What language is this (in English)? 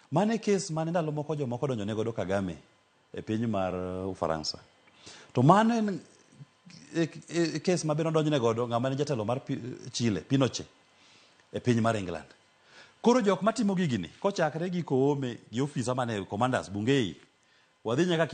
Luo (Kenya and Tanzania)